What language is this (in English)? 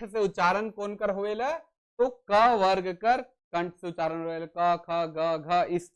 Sadri